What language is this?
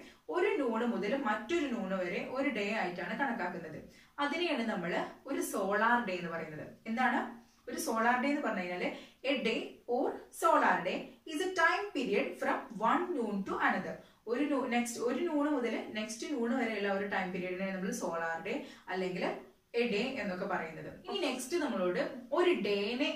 Malayalam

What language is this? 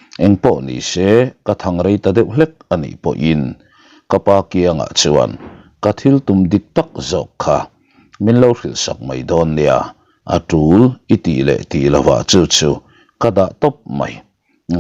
Mizo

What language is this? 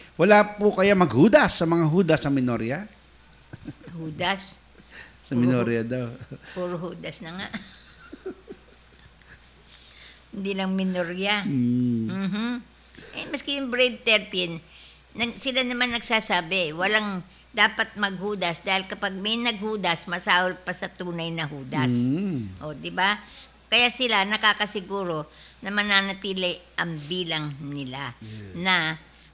Filipino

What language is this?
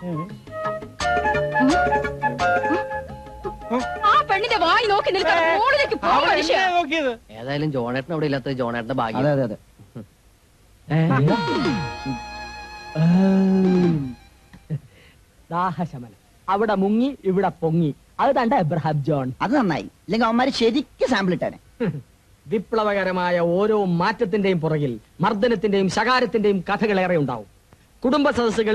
Malayalam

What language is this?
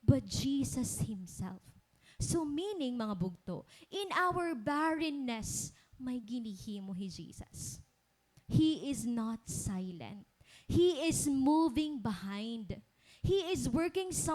Waray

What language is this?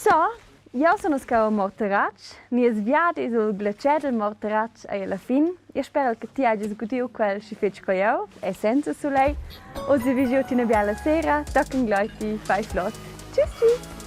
Romansh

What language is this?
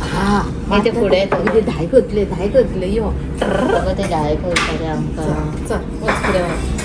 Konkani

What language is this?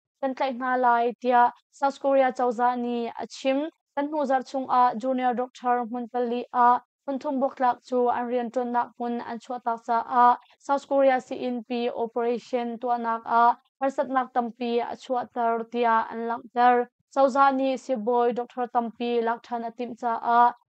Hakha Chin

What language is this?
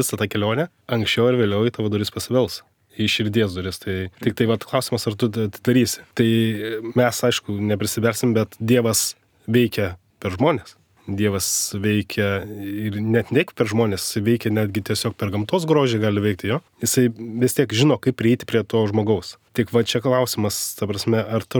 Lithuanian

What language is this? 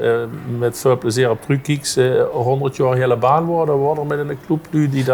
Limburgish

